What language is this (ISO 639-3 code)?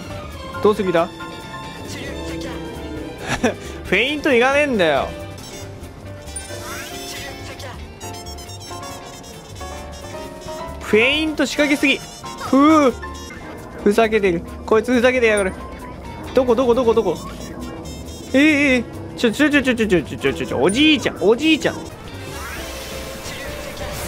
jpn